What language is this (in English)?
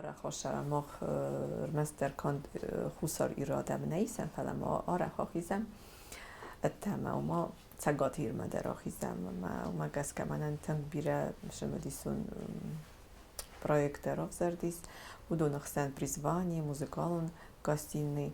Ossetic